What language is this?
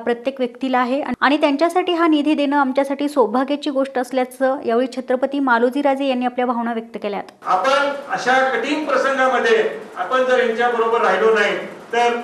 Marathi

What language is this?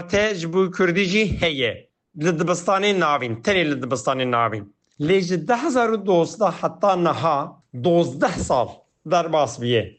Kurdish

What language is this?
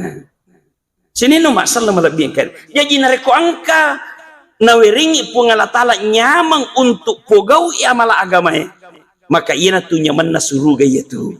Buginese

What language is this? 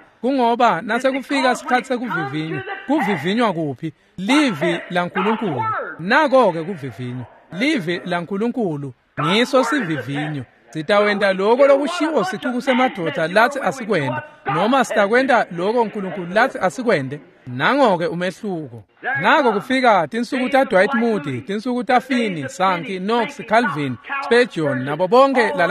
Swati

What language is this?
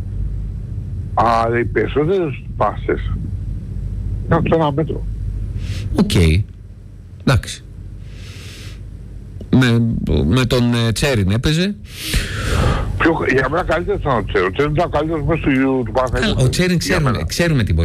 Greek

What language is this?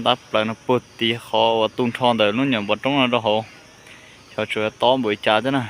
Hmong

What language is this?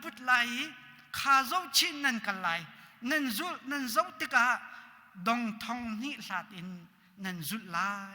Hakha Chin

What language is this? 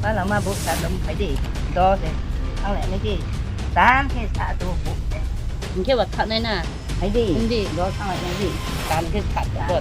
Riang (India)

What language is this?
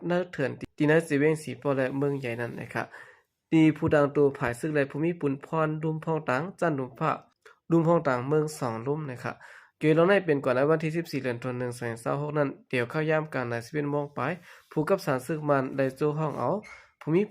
Shan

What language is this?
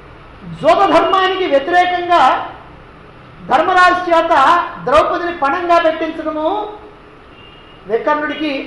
Telugu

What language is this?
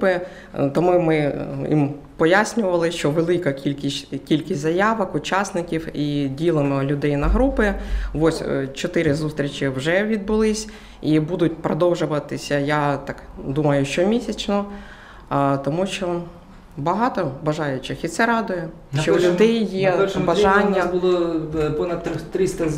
Ukrainian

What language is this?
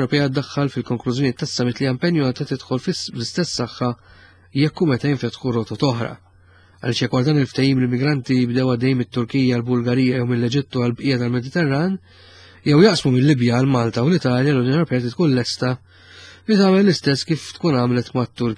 Maltese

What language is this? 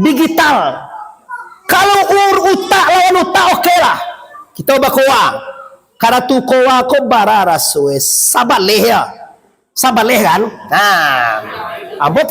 Minangkabau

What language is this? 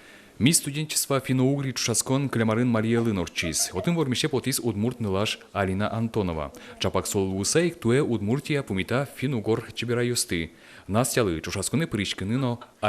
Udmurt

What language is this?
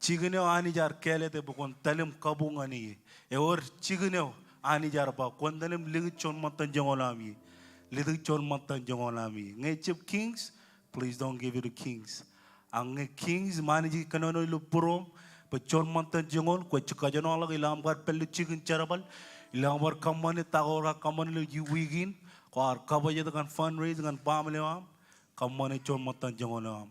Marshallese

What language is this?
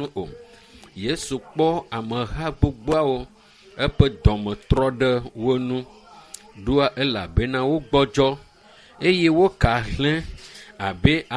Ewe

